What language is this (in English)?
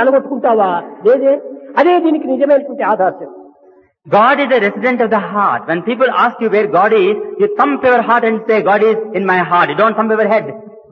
Telugu